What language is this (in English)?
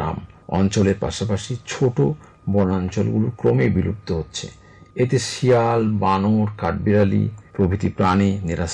Bangla